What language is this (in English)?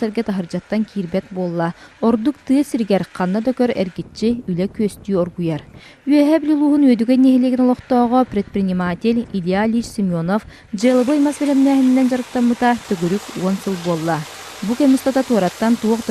Yakut